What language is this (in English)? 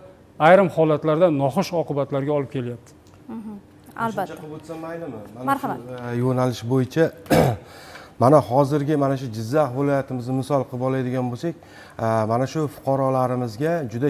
Uzbek